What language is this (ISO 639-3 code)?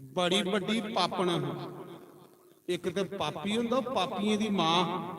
doi